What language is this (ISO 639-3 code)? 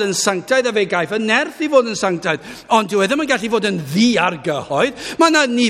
cym